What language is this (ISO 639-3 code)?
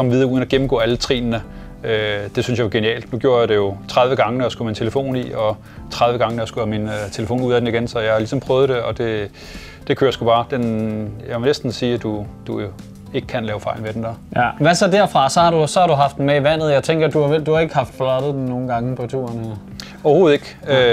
dan